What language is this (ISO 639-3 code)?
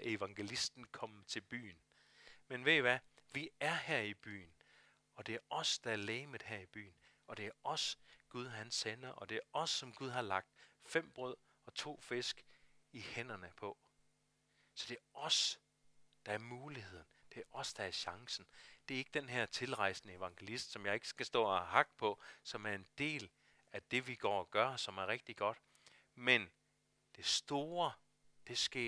dan